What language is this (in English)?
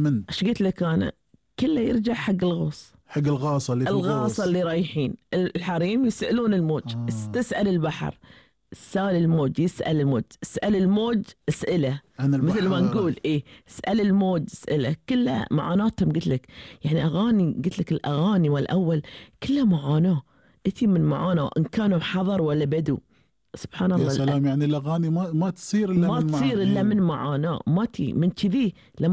Gulf Arabic